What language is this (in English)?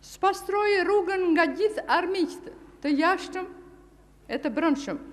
Albanian